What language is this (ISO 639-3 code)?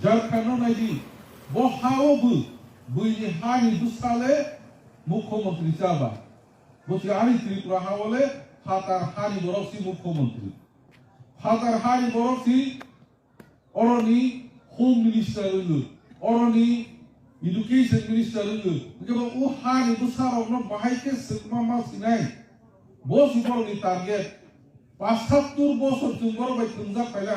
trp